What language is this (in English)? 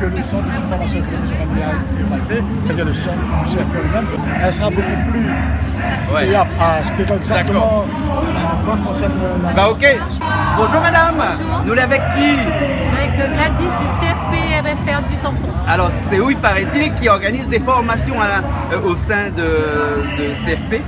Réunion Creole French